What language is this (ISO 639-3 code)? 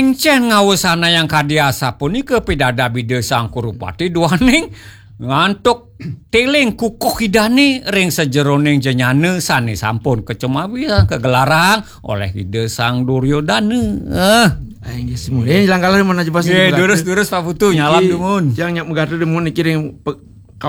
ban